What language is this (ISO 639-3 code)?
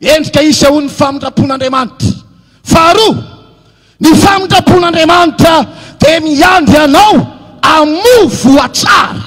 mlg